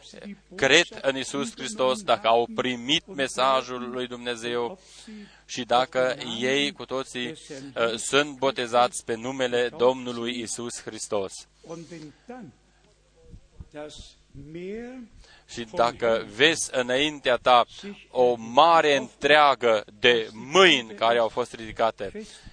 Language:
Romanian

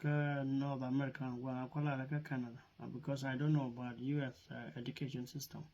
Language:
Nuer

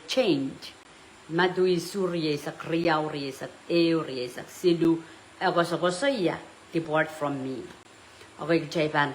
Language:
Pohnpeian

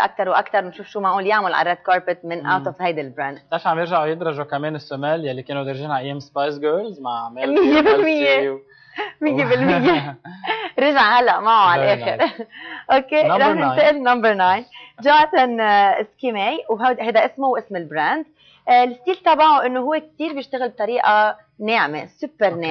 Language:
North Levantine Arabic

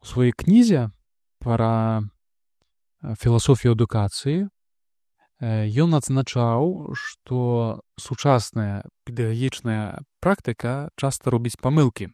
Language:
Belarusian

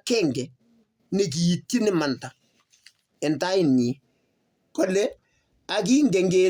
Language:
Kalenjin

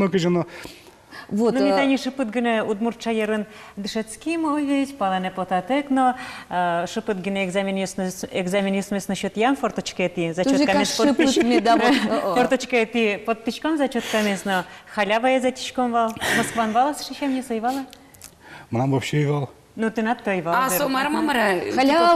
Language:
Udmurt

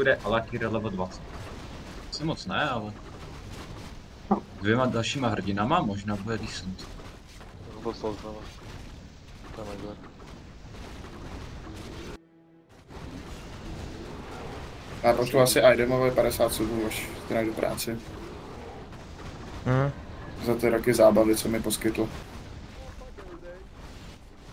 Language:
Czech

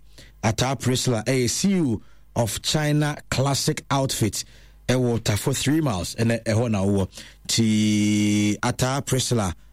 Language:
Akan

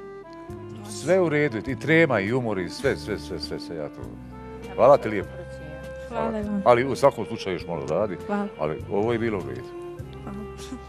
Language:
Bosnian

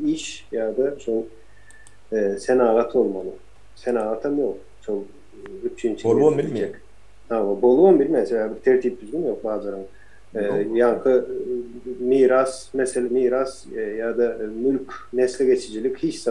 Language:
Turkmen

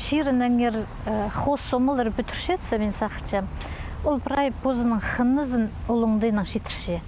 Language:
Khakas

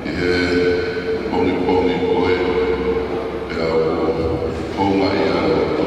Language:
Tongan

